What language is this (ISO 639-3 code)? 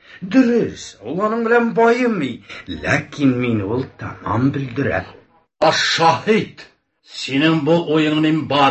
tat